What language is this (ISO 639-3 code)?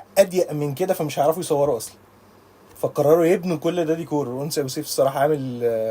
arz